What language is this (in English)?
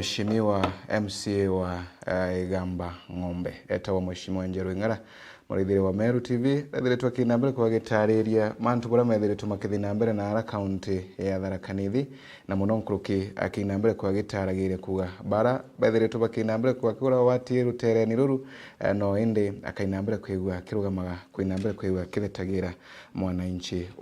Meru